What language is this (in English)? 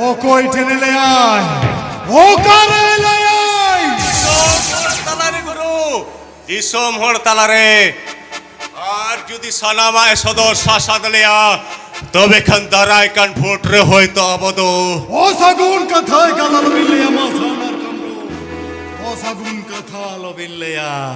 Santali